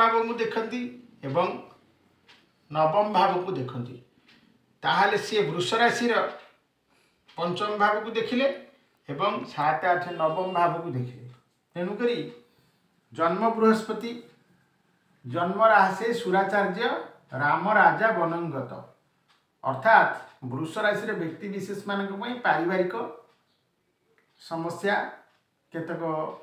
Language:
Odia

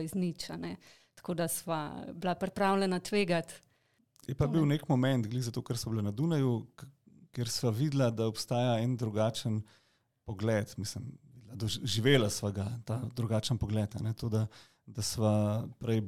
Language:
Slovenian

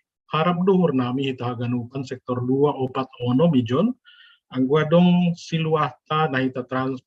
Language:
Batak Simalungun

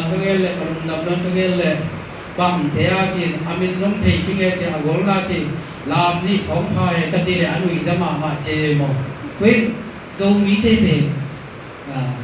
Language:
Tedim Chin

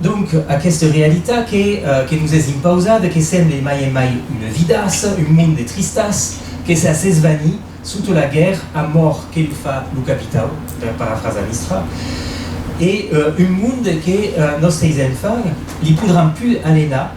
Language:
Occitan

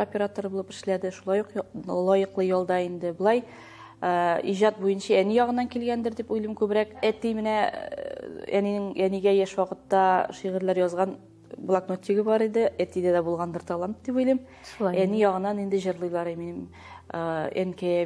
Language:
Tatar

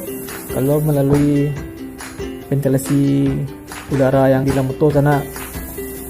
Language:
Minangkabau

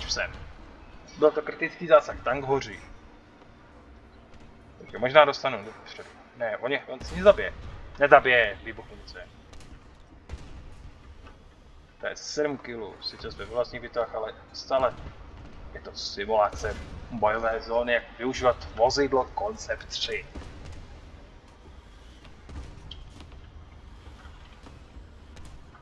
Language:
Czech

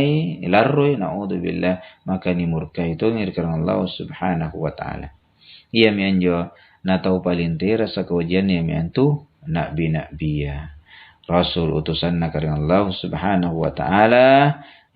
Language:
Makasar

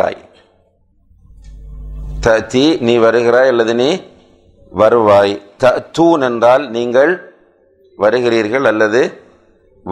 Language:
Tamil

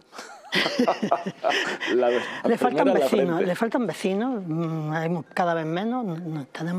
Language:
Spanish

